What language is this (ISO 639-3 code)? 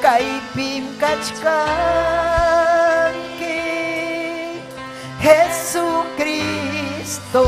quy